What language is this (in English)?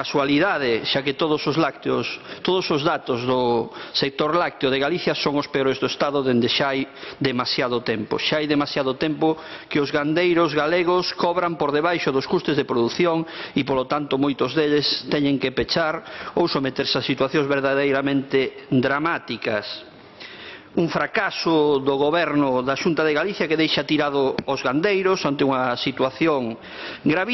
Galician